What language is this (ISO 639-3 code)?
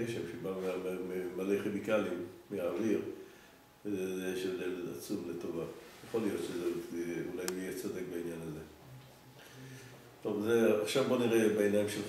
heb